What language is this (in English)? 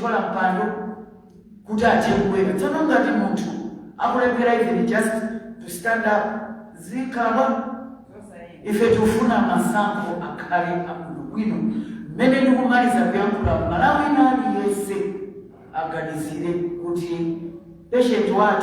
Nyanja